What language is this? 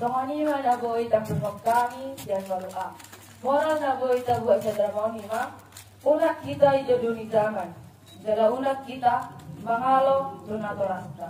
Batak Toba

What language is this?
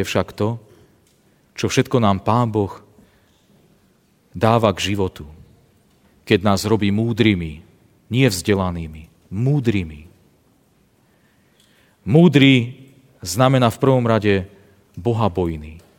Slovak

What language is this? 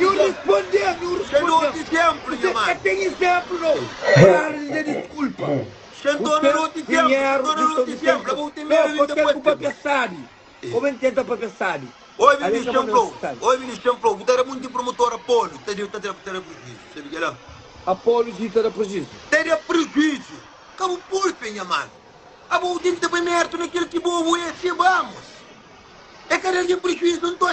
Kabuverdianu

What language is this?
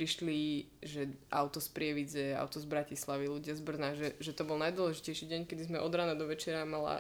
Slovak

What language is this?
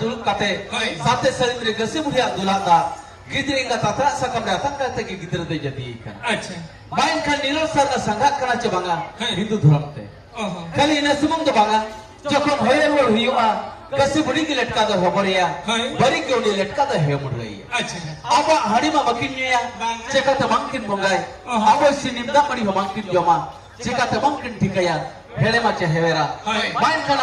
Santali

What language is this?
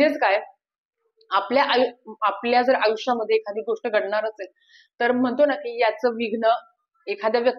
Marathi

